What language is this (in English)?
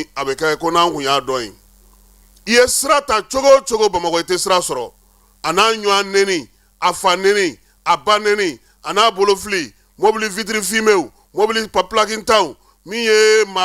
Bambara